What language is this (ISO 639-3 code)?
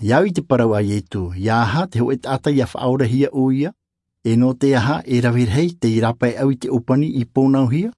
tah